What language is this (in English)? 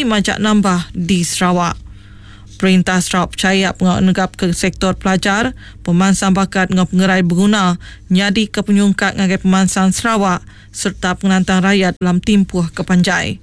Iban